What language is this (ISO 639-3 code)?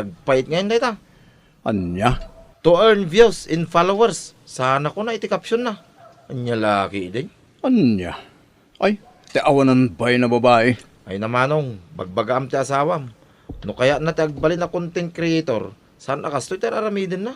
ilo